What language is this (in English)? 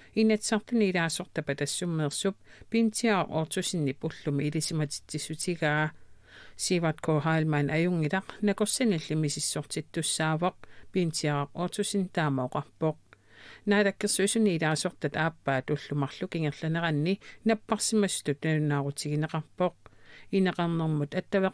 Kalaallisut